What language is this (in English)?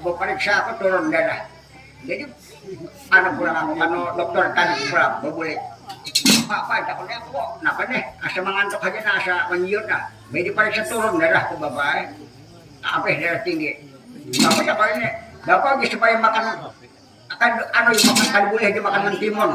Banjar